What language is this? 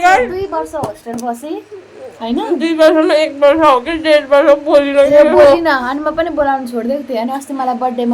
Nepali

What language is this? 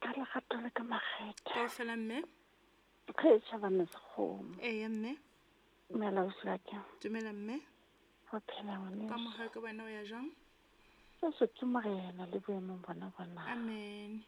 Southern Sotho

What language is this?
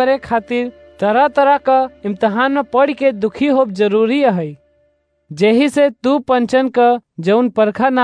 Awadhi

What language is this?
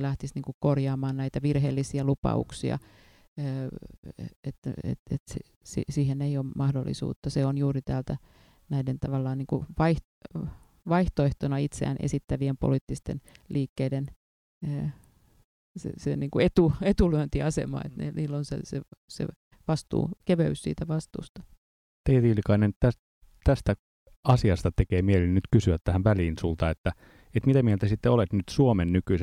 Finnish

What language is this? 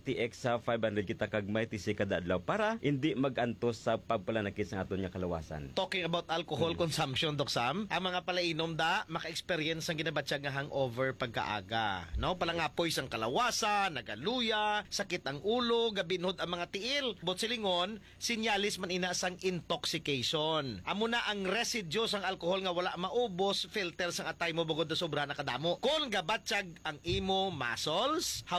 Hiligaynon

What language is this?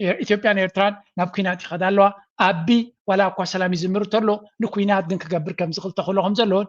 Tigrinya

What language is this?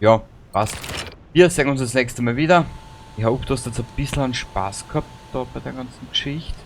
Bavarian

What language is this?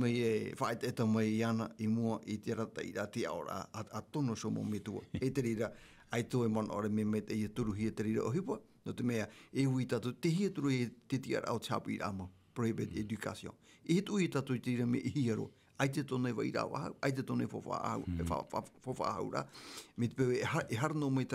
Tahitian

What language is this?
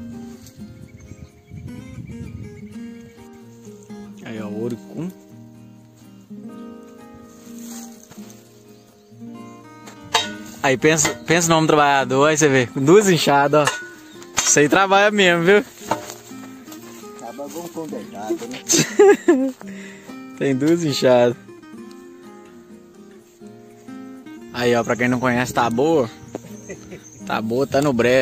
Portuguese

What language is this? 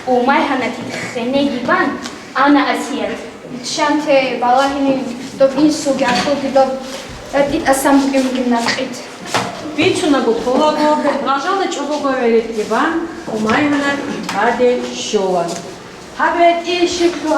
Avaric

